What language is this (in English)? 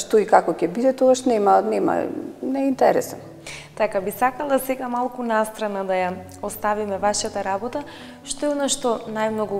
Macedonian